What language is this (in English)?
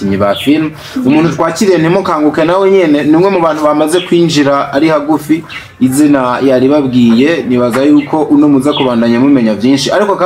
Rundi